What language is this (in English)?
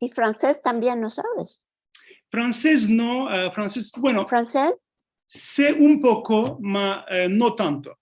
Ladino